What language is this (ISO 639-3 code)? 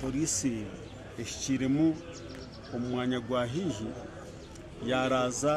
nyn